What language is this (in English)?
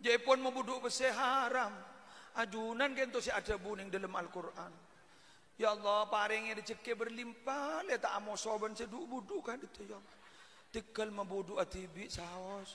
Madurese